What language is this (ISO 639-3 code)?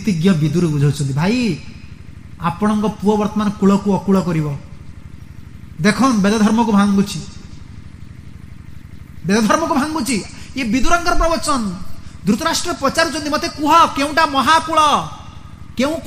ori